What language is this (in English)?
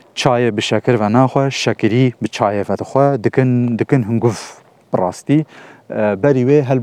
Kurdish